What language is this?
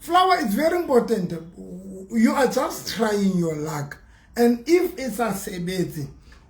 Southern Sotho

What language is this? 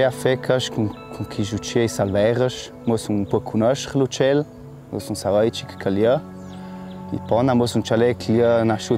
Ladin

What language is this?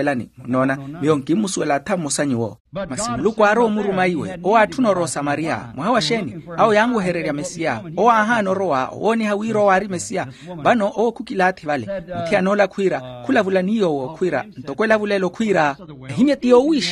Makhuwa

